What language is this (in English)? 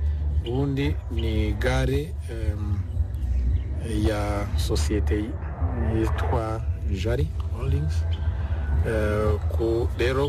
Kinyarwanda